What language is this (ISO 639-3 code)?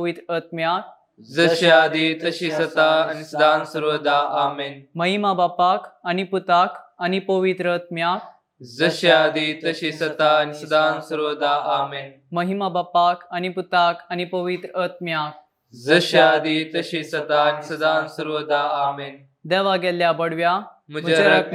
kok